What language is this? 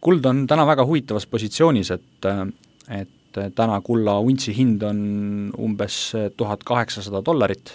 Estonian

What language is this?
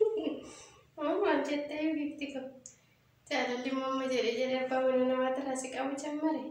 Oromo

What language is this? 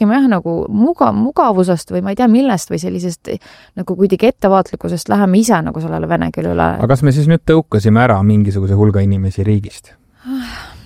Estonian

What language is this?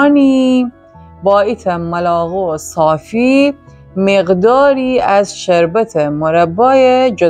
Gilaki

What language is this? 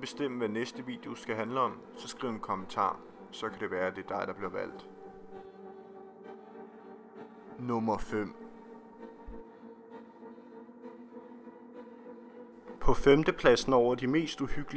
Danish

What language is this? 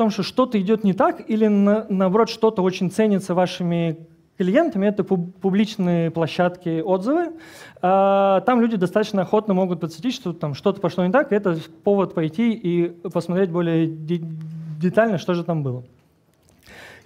Russian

